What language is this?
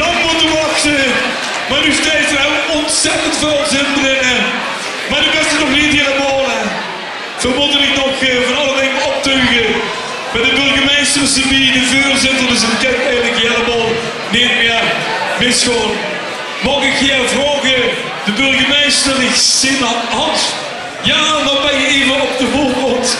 Limburgish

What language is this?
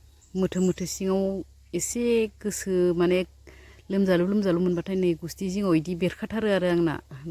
Bodo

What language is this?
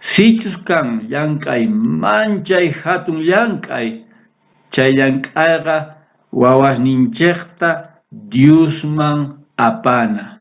South Bolivian Quechua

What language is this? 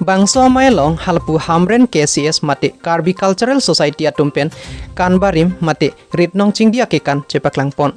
Karbi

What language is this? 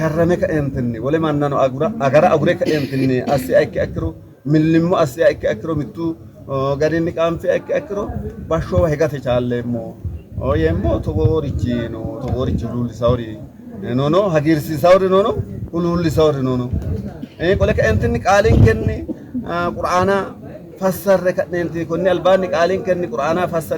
Sidamo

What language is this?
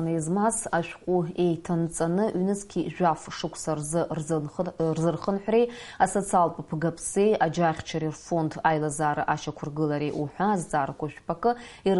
Abkhazian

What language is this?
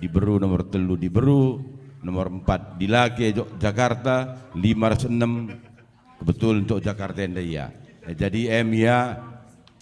Batak Karo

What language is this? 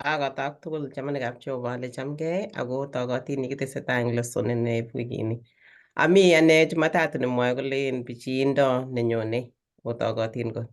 Kalenjin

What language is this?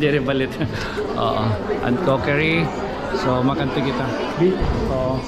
Waray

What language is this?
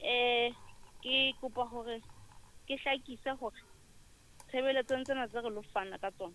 Southern Sotho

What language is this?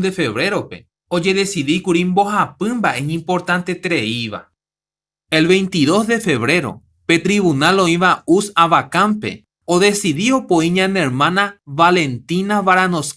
Guarani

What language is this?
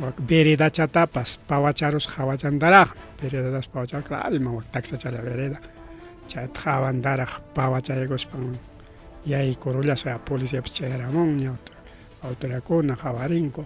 Ayacucho Quechua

